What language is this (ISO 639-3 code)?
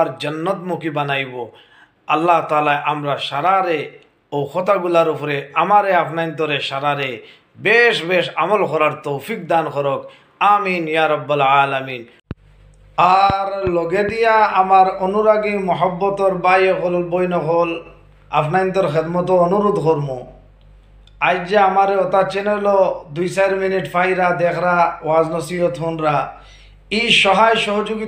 syl